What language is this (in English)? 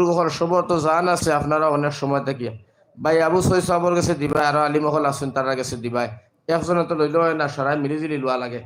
Sylheti